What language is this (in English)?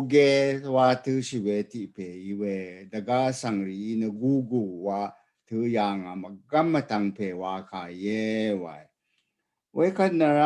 Rawang